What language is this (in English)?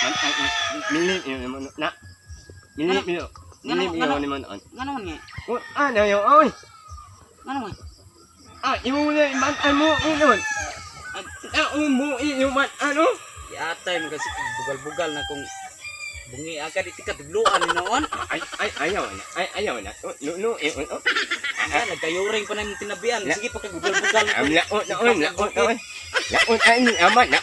Cebuano